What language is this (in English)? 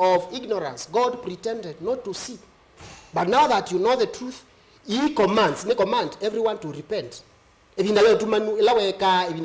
Kamba